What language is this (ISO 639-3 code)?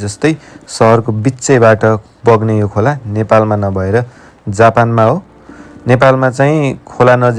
nep